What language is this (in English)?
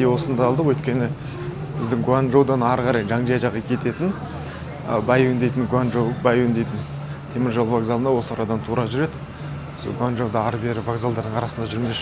Kazakh